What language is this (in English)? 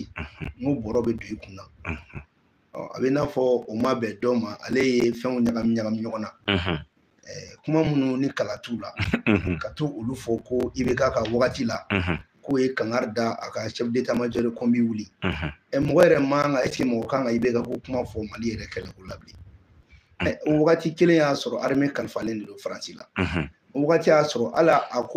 Bambara